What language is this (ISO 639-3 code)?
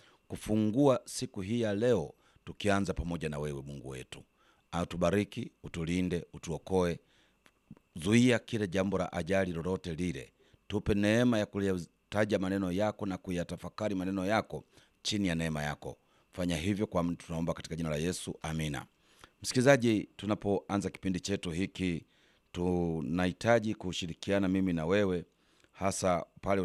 swa